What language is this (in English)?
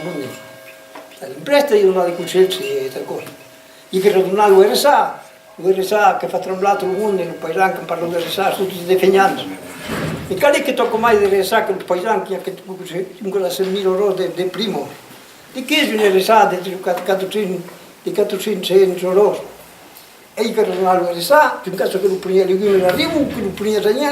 Occitan